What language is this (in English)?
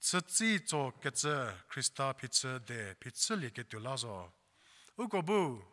Angami Naga